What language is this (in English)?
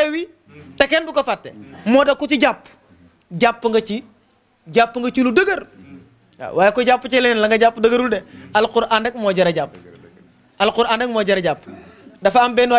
Wolof